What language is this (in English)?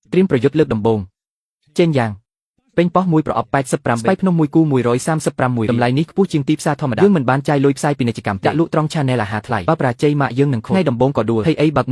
Khmer